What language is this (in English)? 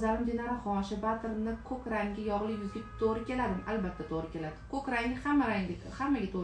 Uzbek